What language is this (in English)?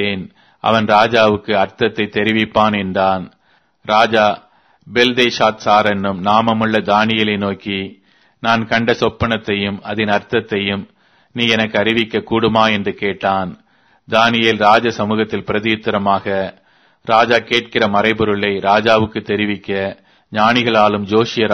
Tamil